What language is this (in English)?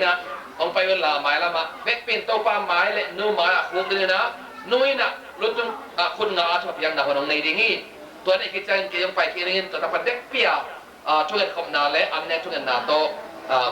Tedim Chin